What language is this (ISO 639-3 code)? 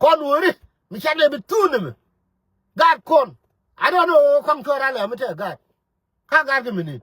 nus